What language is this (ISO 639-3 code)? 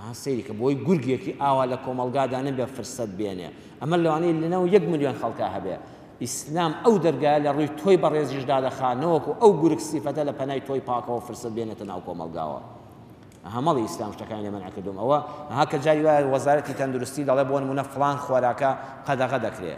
ckb